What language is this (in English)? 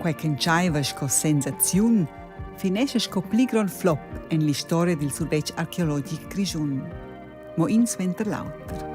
Romansh